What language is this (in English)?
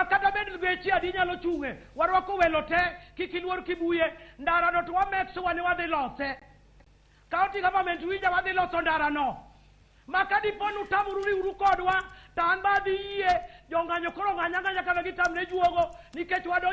Luo (Kenya and Tanzania)